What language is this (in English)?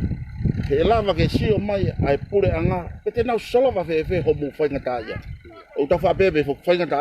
Tongan